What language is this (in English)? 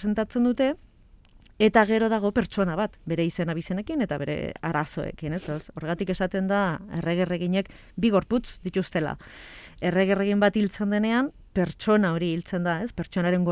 Basque